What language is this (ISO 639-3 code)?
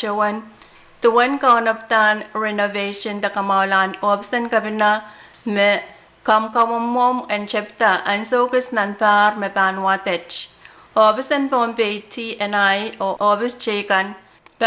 pon